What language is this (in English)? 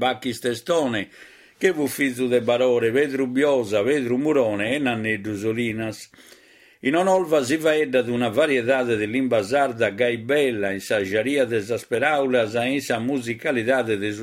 Sardinian